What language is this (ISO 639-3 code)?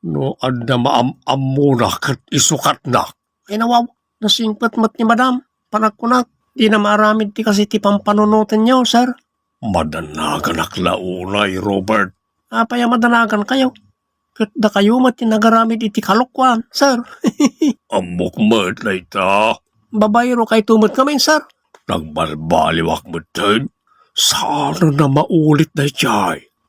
ilo